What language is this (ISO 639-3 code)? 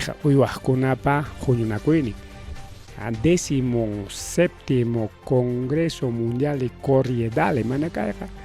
quy